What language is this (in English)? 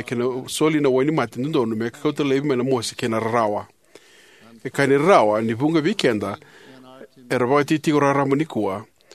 Fijian